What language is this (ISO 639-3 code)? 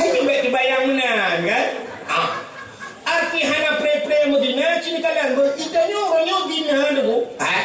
ace